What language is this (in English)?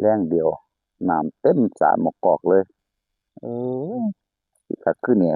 Lao